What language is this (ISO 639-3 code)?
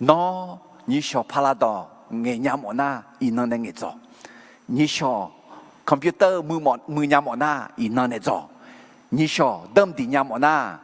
ahk